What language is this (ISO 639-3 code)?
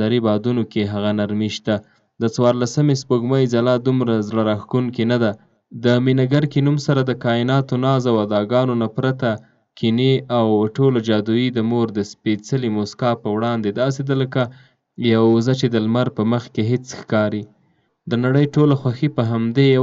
pus